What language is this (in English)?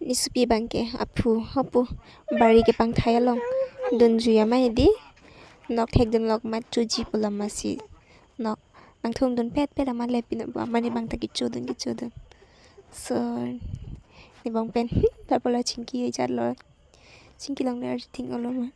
Karbi